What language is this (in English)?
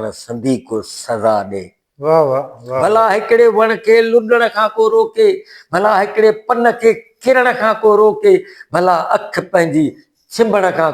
Sindhi